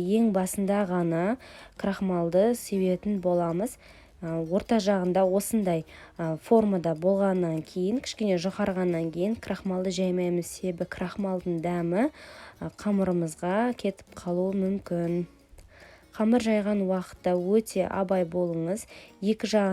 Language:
Kazakh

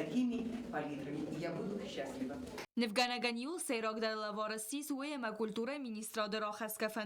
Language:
Ossetic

